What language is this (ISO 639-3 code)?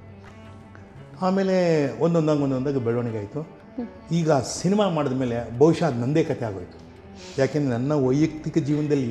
kan